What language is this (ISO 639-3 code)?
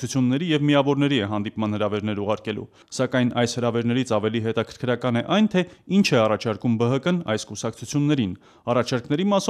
hye